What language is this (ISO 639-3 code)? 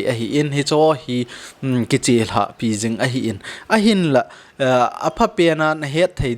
tcz